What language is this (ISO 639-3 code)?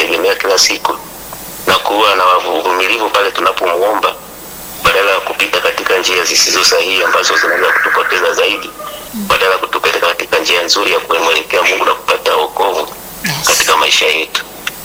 swa